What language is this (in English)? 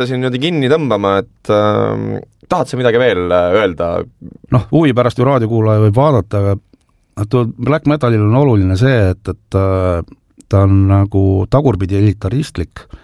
Estonian